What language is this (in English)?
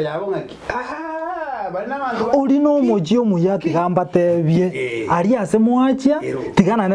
Gusii